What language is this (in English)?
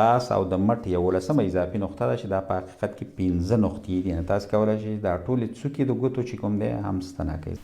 Pashto